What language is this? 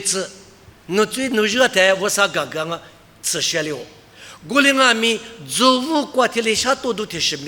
Lisu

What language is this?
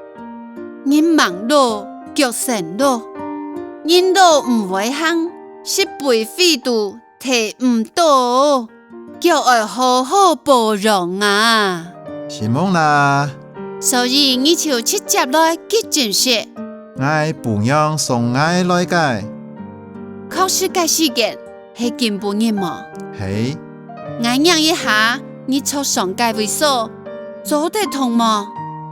Hakka Chinese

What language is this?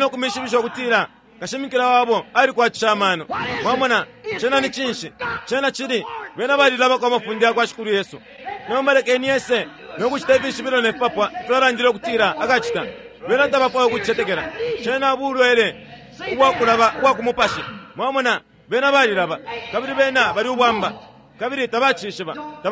Bemba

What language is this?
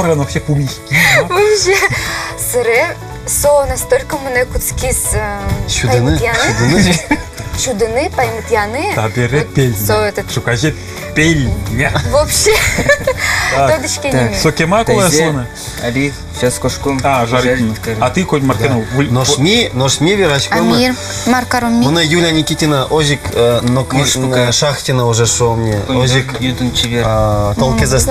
Udmurt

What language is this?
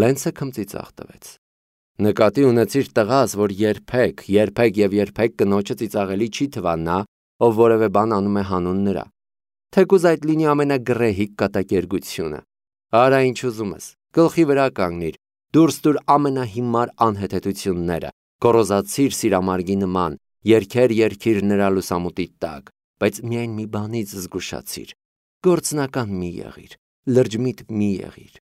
Armenian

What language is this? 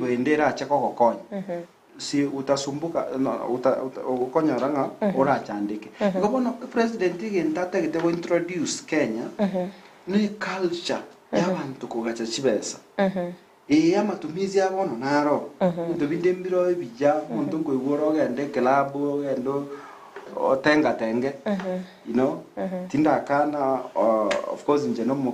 Gusii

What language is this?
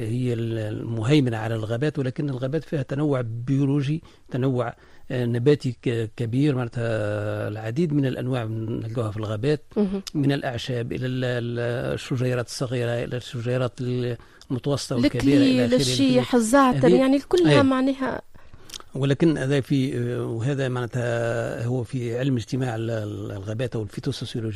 Tunisian Arabic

